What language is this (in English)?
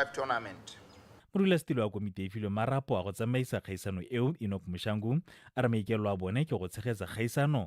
Tswana